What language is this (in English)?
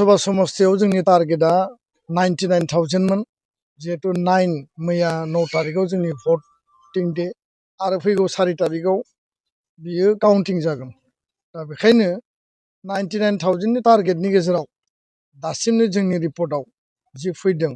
Bodo